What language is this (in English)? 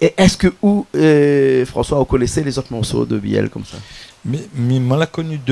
Réunion Creole French